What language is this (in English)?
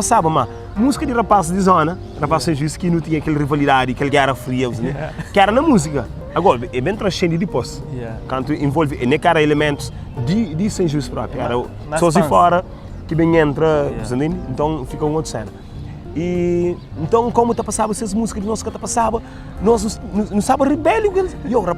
Kabuverdianu